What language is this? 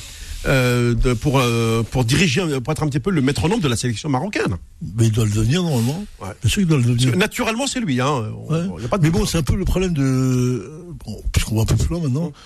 French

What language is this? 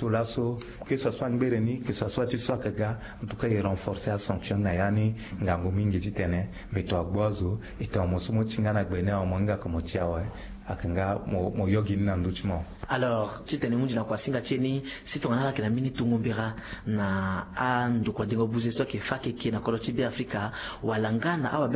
Sango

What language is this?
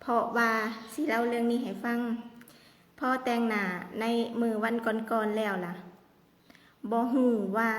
Lao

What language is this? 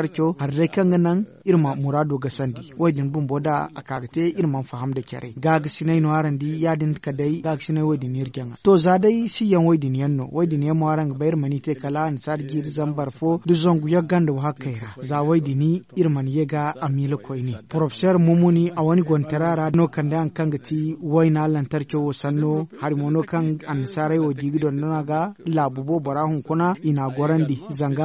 Zarma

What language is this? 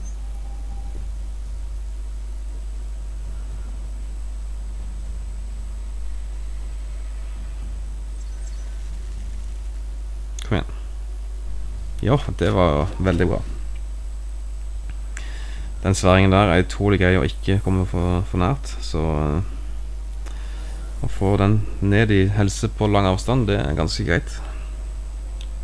Norwegian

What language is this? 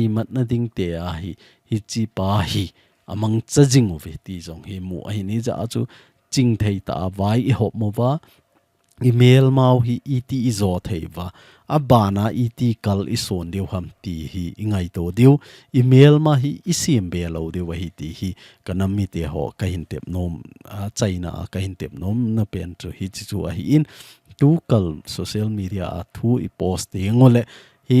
Thado Chin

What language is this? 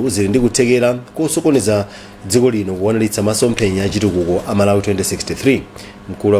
Nyanja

